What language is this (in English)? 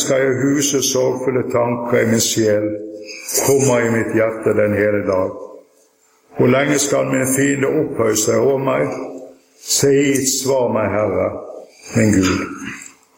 Norwegian